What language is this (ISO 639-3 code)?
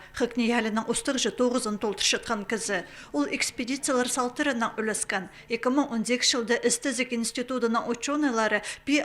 kjh